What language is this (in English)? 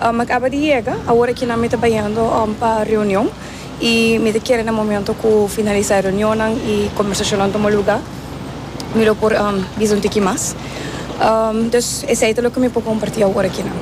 Papiamento